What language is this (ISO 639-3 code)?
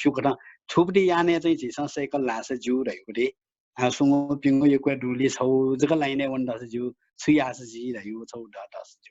new